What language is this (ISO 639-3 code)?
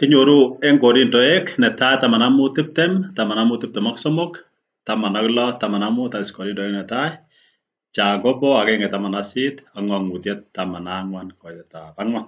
kln